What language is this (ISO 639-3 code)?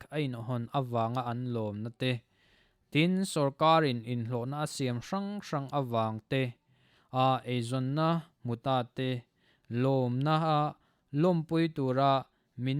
lus